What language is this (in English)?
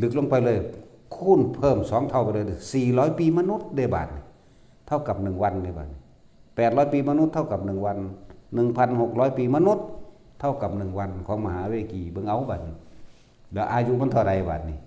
Northeastern Thai